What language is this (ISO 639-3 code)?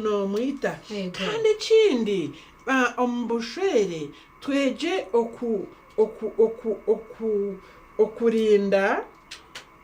nyn